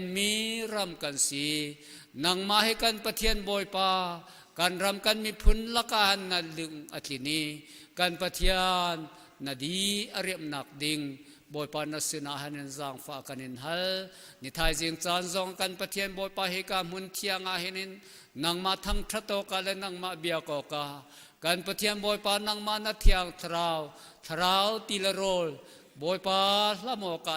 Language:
Hakha Chin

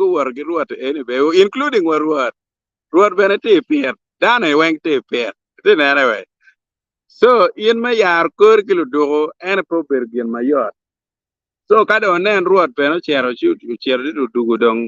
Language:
Acoli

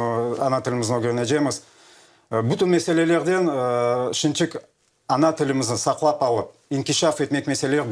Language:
Crimean Tatar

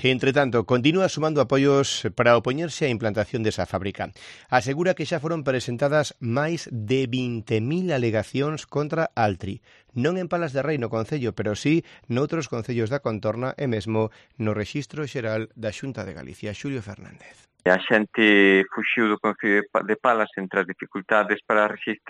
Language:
Galician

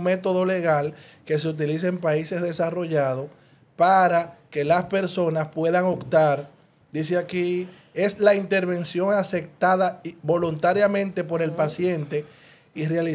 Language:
Spanish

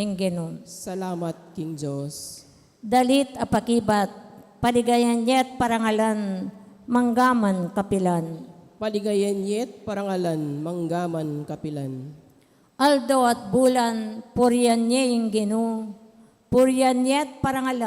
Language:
Pampanga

